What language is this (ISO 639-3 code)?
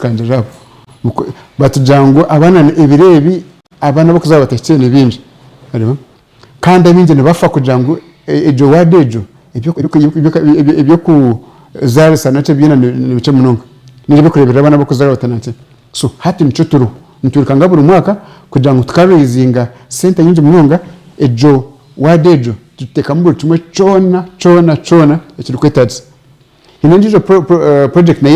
nyn